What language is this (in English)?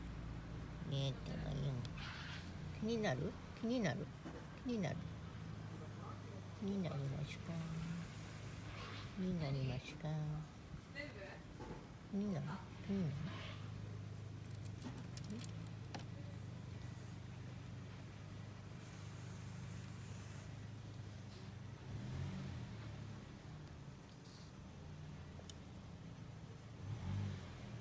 Japanese